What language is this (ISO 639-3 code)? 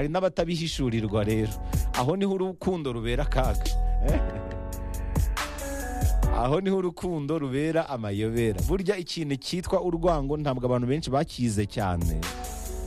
kin